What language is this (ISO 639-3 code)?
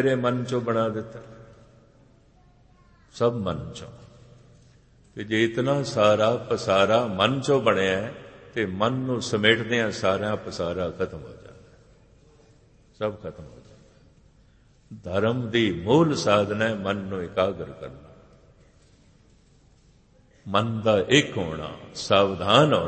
pan